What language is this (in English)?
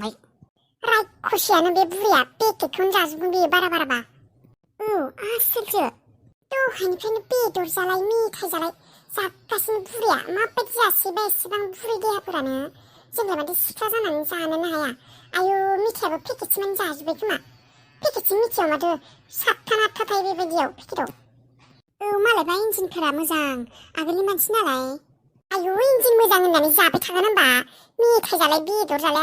Bodo